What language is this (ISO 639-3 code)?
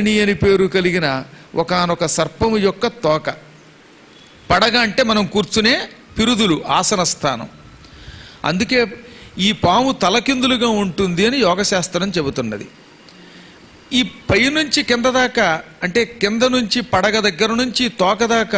tel